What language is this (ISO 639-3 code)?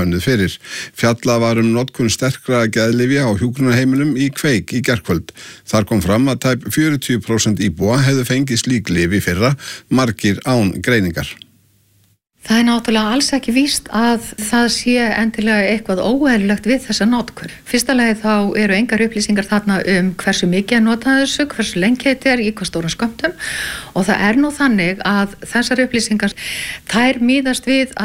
isl